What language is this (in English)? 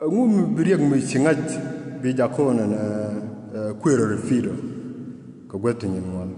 Nuer